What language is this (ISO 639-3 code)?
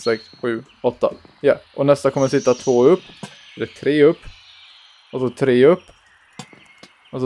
swe